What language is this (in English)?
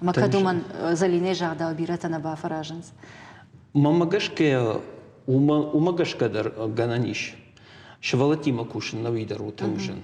Ossetic